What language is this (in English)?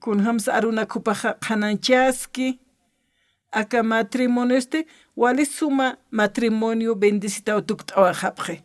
Aymara